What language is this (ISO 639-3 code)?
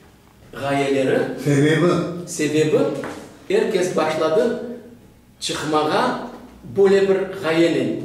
crh